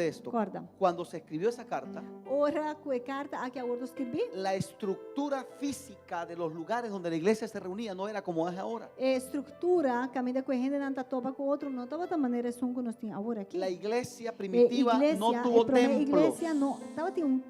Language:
Papiamento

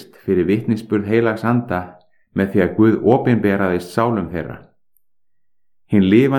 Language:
Icelandic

